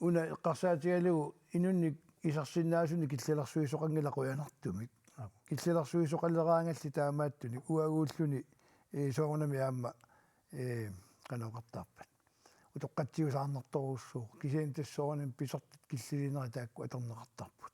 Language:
Kalaallisut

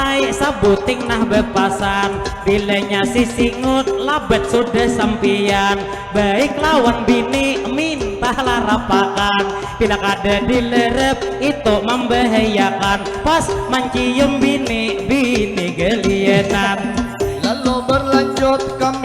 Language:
Banjar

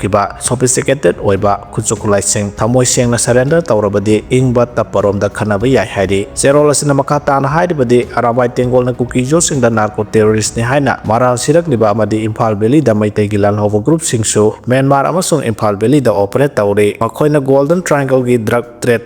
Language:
Manipuri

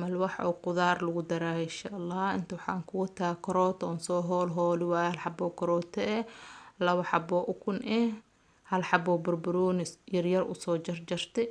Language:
Somali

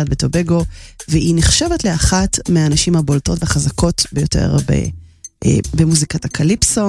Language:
Hebrew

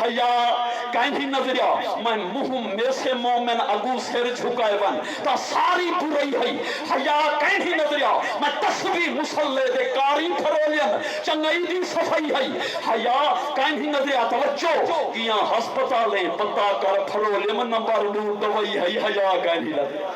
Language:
Saraiki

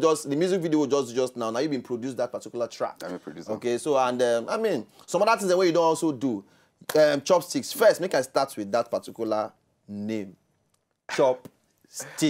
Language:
Nigerian Pidgin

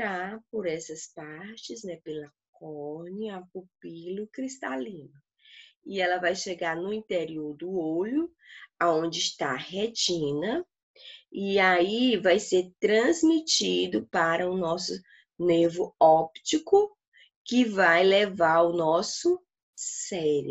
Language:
Portuguese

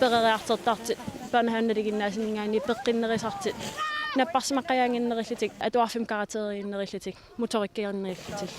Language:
Kalaallisut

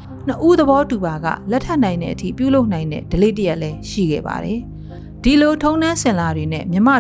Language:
Burmese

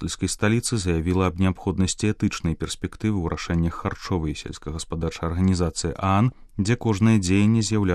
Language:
Belarusian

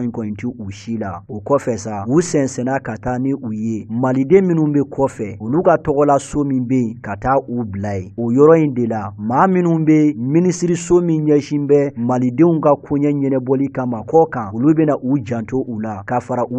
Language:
Bambara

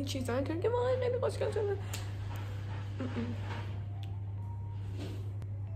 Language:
Persian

